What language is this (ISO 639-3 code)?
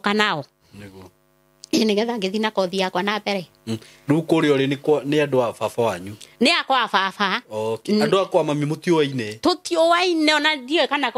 kik